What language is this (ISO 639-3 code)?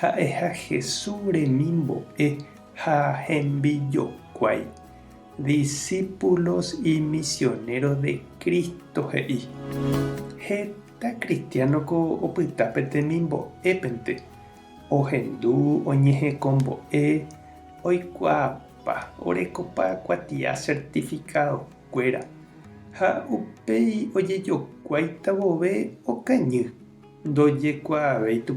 grn